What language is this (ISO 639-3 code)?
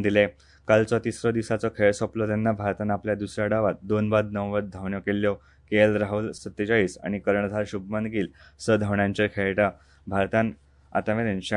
kok